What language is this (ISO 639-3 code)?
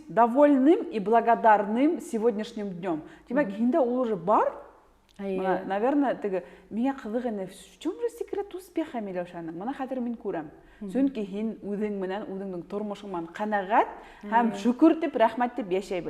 bak